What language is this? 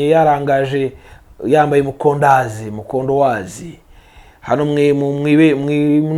Kinyarwanda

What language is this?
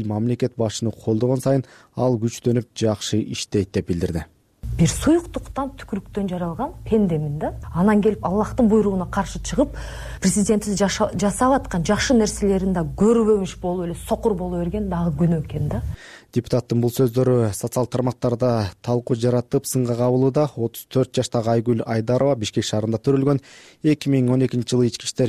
Kyrgyz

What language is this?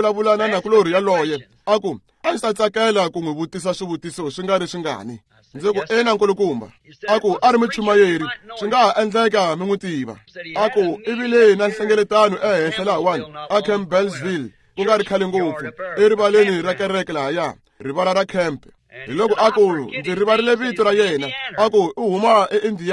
Tsonga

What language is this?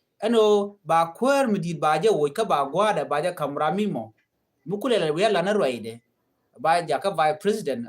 Nuer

